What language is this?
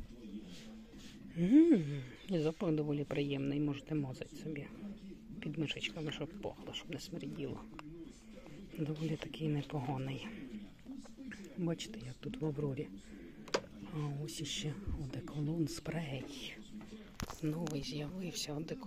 Ukrainian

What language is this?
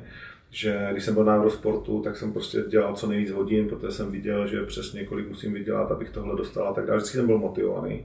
Czech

